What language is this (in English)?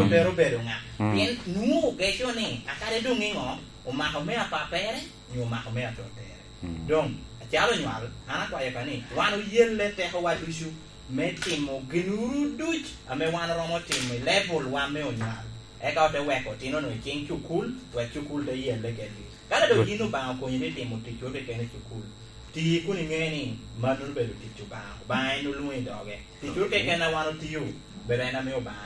Lango (Uganda)